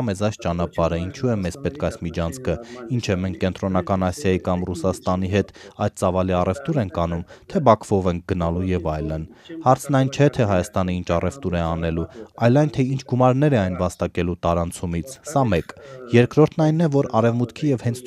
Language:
Armenian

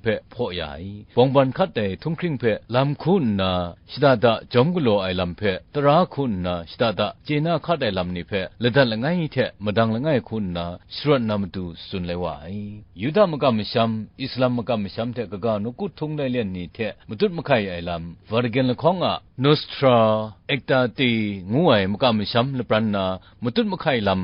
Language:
Kachin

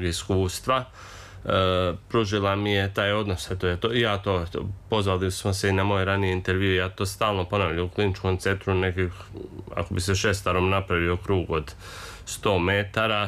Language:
Serbian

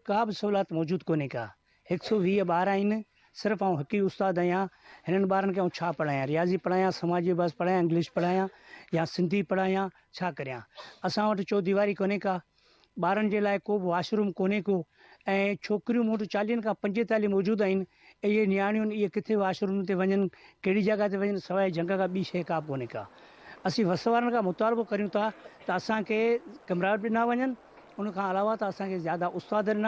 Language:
Sindhi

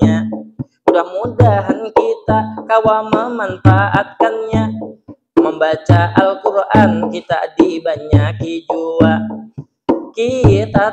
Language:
Banjar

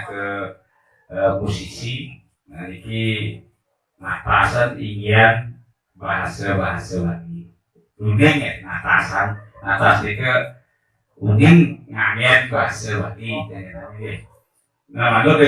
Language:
Balinese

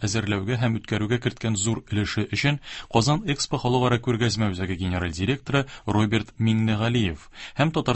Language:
Tatar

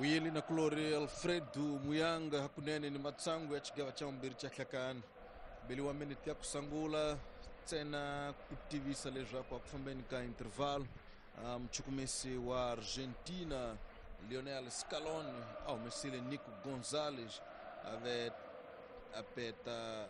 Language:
Tsonga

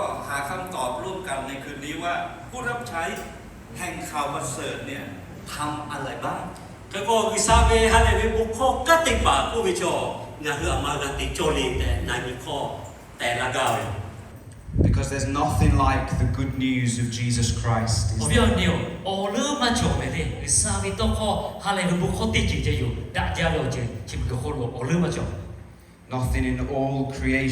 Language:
Lahu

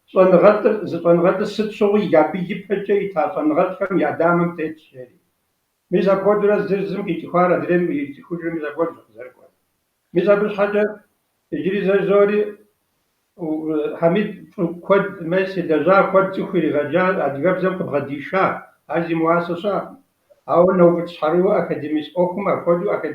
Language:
Kabardian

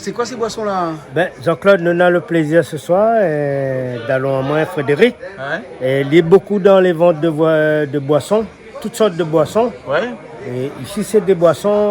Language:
Réunion Creole French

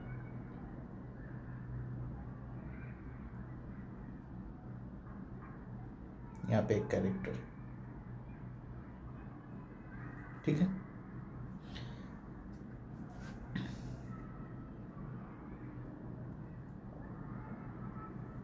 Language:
Hindi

